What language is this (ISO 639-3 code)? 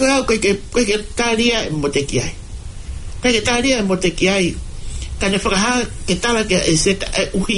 ton